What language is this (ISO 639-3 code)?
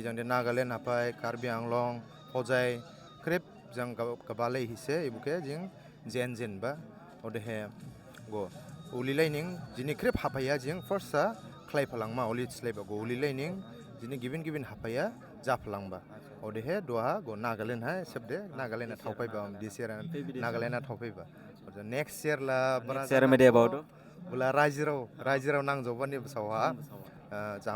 dis